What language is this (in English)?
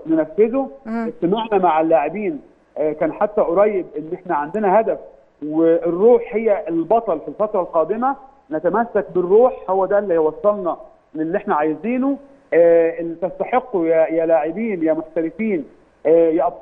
Egyptian Arabic